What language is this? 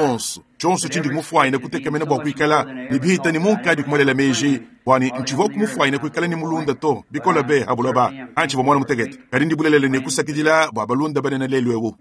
Luba-Lulua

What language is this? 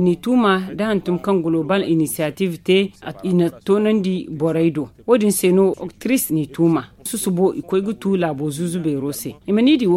Zarma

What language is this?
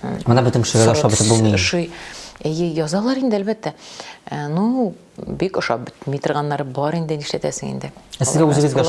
Tatar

